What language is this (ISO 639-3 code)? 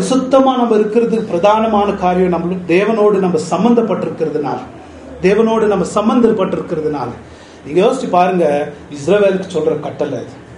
tam